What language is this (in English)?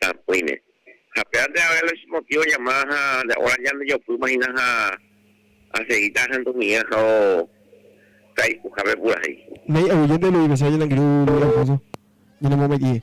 Guarani